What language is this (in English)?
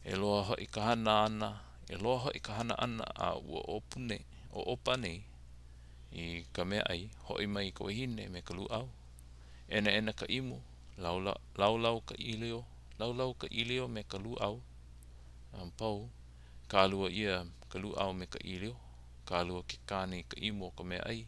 Hawaiian